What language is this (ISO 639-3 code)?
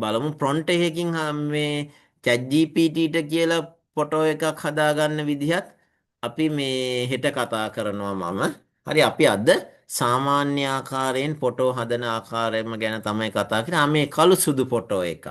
sin